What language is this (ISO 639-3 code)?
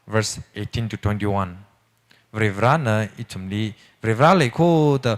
nmf